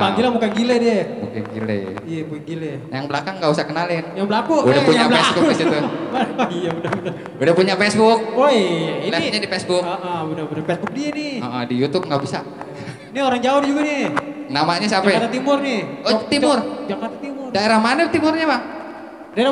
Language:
Betawi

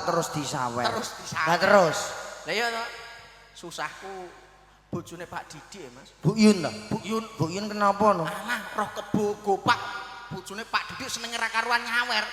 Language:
Javanese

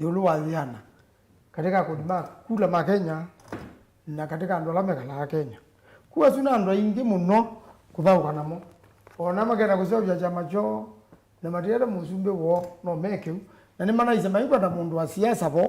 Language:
Kamba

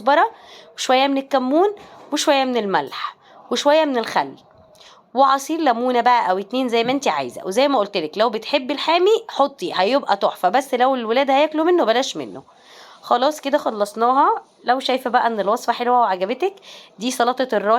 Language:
Egyptian Arabic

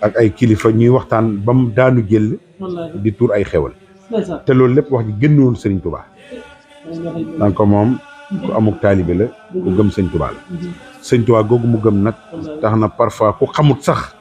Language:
Wolof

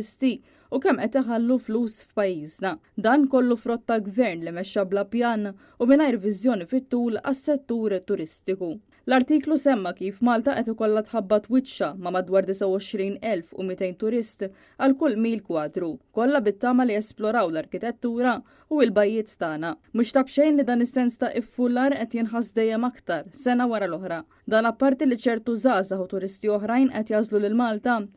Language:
Maltese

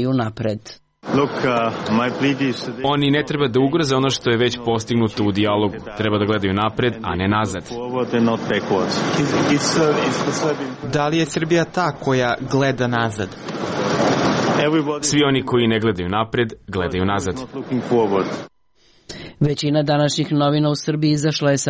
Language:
Serbian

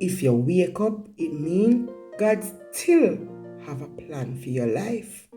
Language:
Jamaican Creole English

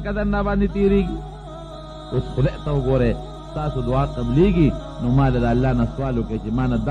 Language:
Pashto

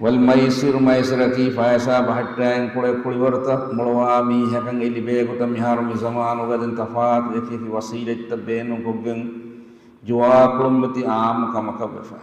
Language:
Divehi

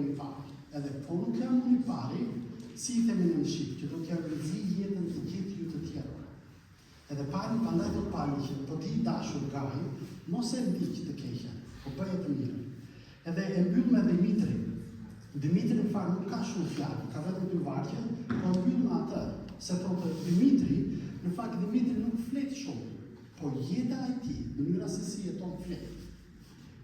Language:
Albanian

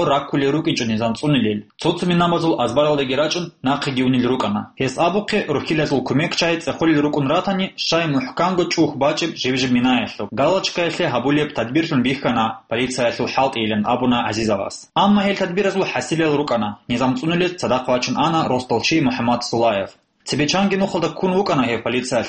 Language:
Avaric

